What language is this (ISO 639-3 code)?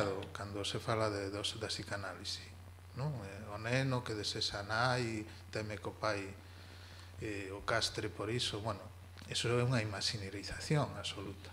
glg